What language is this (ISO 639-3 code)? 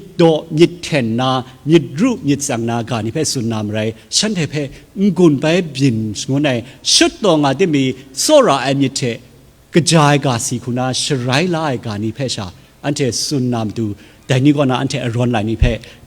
kac